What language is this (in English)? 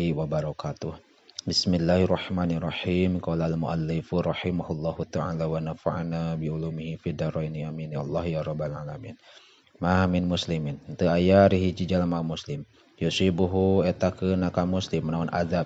Sundanese